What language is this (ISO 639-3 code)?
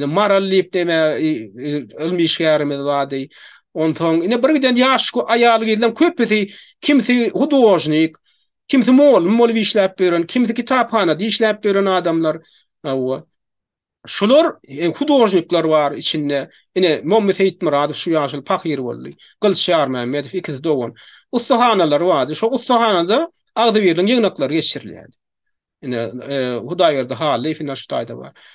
tuk